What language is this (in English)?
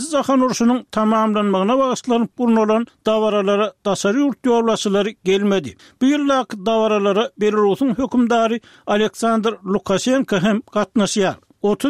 Turkmen